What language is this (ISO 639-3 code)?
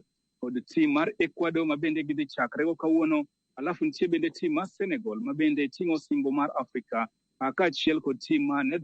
luo